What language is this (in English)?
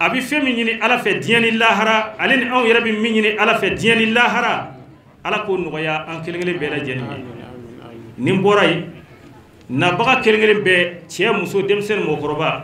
Bambara